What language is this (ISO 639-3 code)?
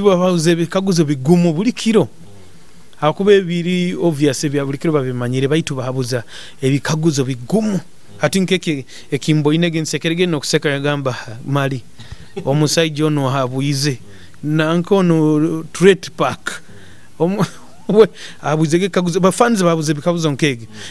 nyo